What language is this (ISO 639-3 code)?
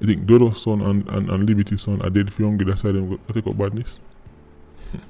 jam